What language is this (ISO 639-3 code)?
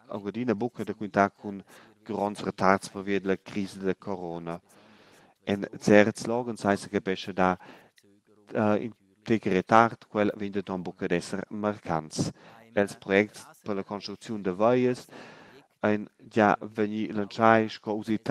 roh